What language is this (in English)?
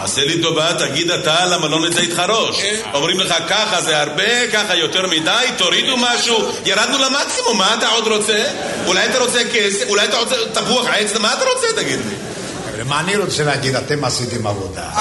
Hebrew